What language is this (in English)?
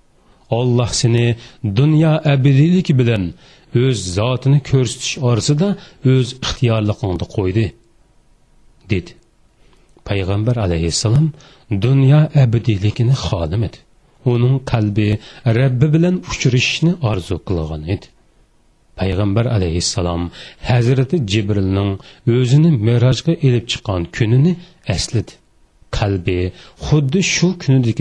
Uyghur